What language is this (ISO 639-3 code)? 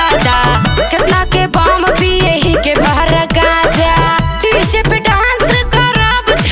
bho